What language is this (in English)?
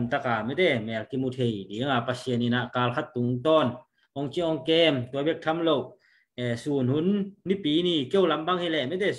Tedim Chin